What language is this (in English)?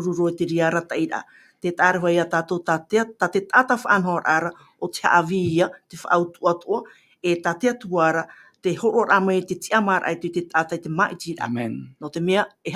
Tahitian